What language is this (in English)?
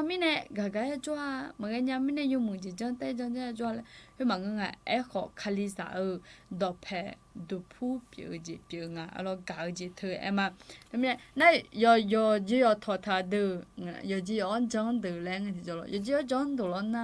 Akha